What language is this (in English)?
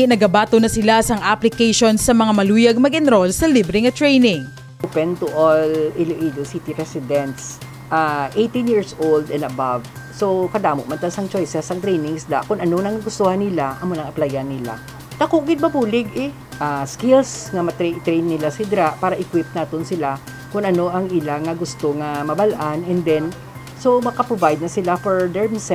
Hiligaynon